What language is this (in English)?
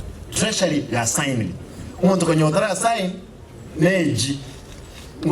Gusii